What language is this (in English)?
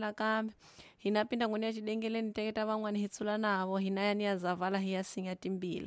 Tsonga